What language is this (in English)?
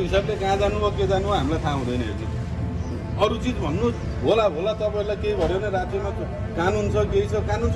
Nepali